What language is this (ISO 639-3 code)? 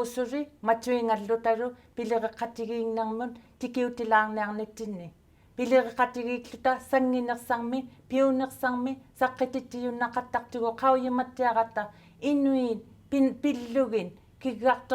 iku